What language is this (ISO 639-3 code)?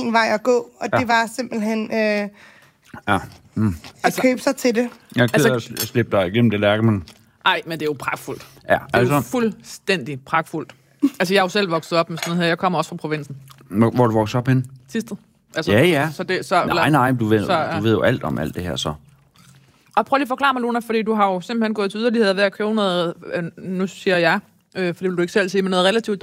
dan